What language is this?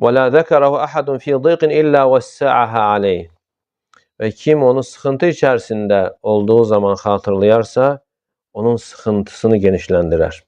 Azerbaijani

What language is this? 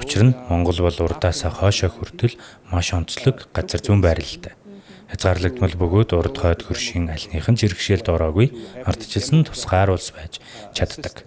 Mongolian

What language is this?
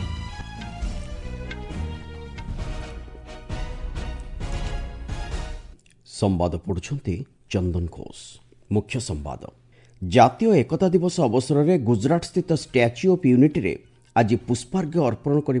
Odia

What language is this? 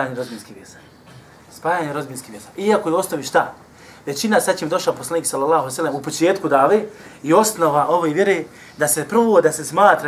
Bosnian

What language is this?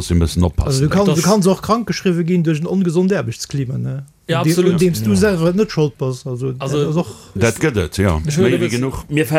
Luxembourgish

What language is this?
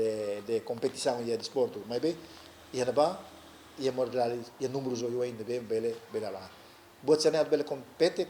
Tetum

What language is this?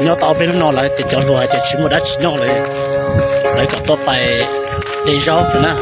Hmong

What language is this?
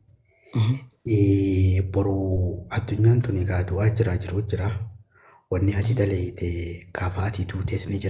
Oromo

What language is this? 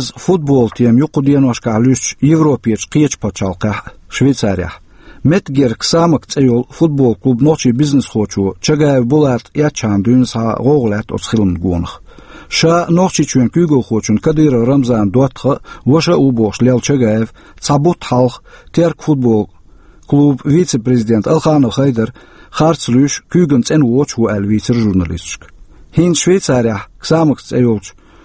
Chechen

